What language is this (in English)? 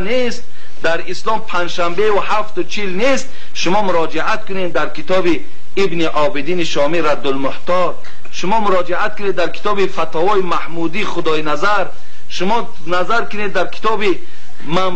Tajik